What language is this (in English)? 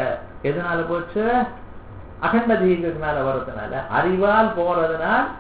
Tamil